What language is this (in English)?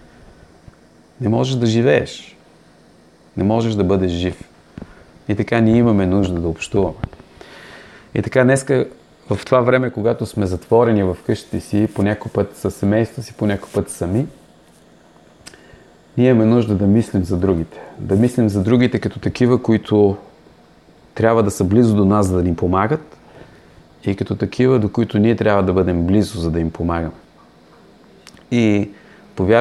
Bulgarian